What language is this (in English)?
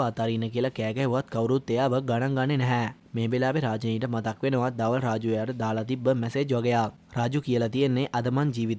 Sinhala